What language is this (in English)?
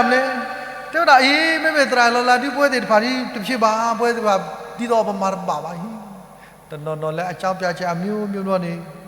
S'gaw Karen